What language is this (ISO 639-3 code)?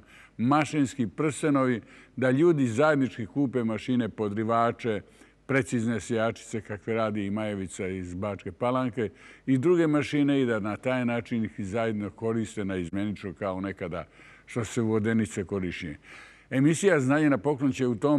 srp